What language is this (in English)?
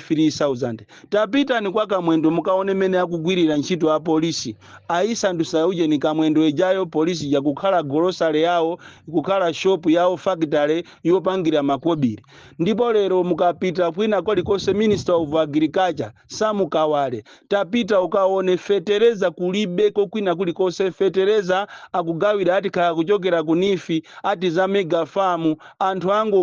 Nyanja